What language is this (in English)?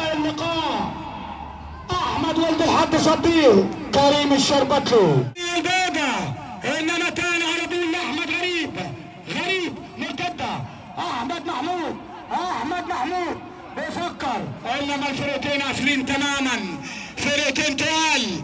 Egyptian Arabic